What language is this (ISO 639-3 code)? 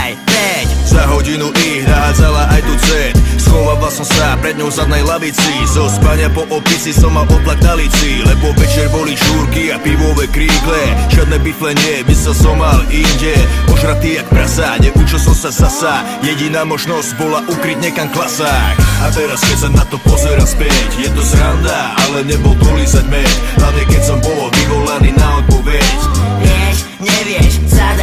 slk